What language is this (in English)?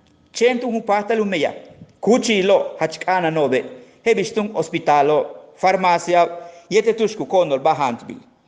Yucateco